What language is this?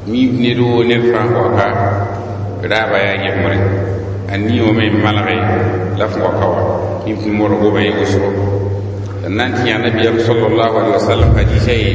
Mossi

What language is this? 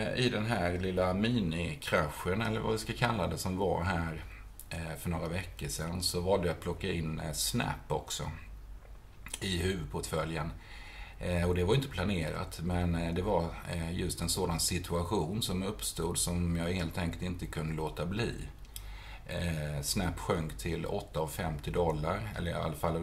Swedish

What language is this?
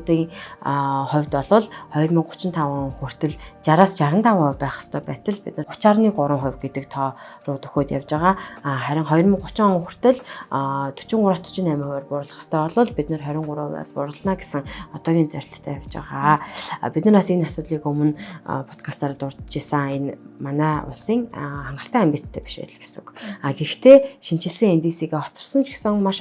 Mongolian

